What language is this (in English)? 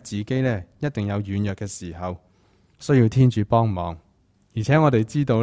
Cantonese